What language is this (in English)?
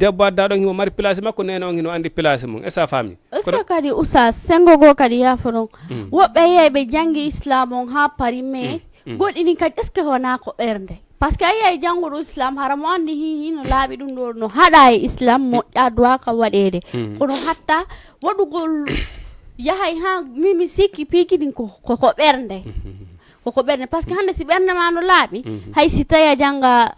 Fula